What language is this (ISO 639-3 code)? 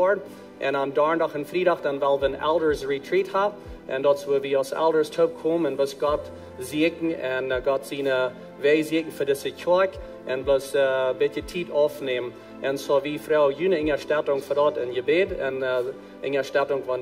pdt